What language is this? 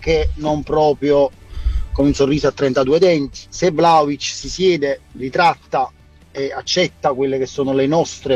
Italian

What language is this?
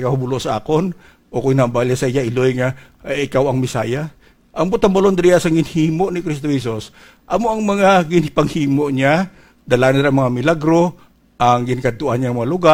Hiligaynon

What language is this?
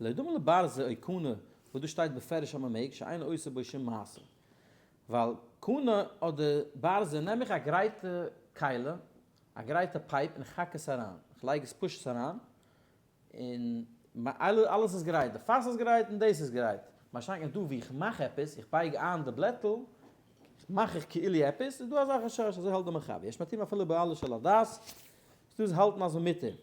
Yiddish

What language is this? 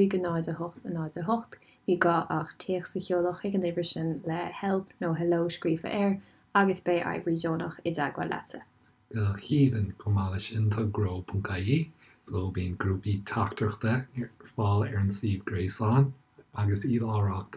Irish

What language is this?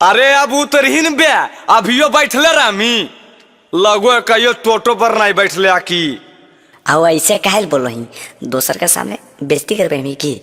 Magahi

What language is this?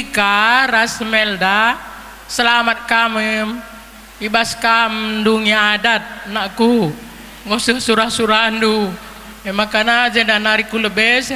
Batak Karo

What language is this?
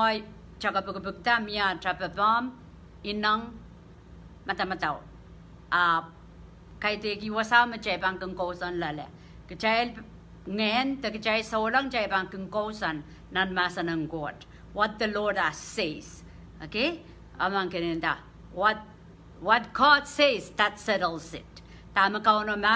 Pohnpeian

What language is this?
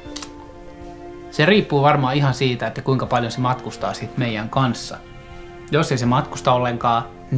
Finnish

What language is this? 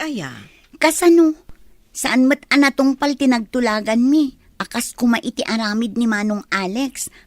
Iloko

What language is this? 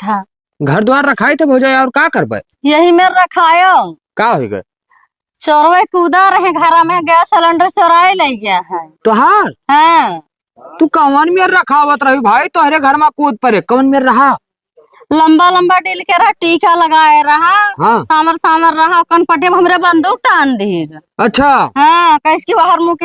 Awadhi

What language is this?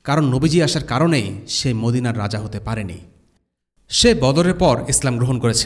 Bangla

